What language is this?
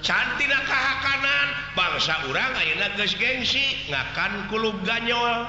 Sundanese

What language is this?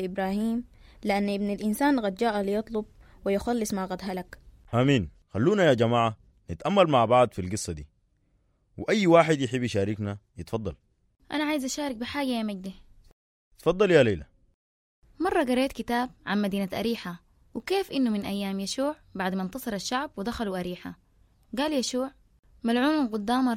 Sudanese Arabic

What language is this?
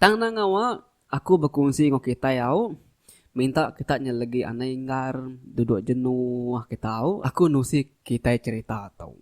Iban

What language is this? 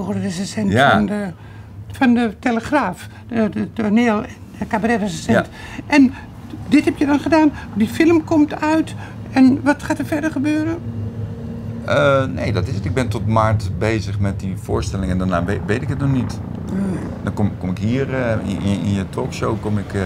Dutch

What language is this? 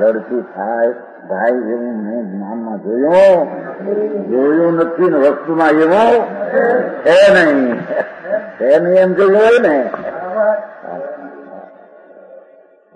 Gujarati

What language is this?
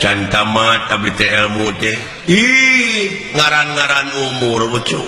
Sundanese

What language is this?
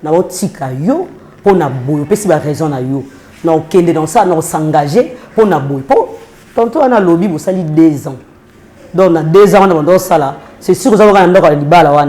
Lingala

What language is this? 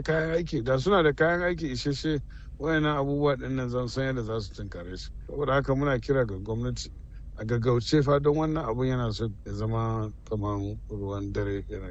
Hausa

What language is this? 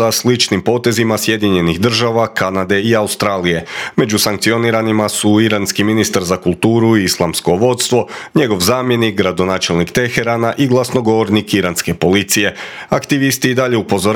Croatian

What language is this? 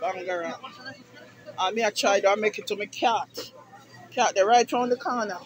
Jamaican Creole English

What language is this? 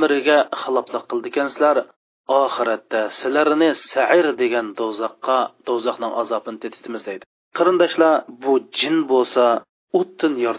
Uyghur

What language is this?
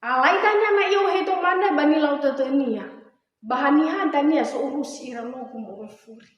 Nias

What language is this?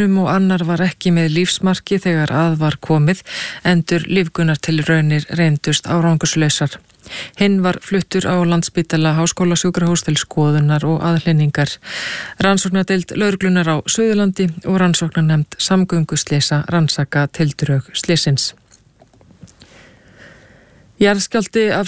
Icelandic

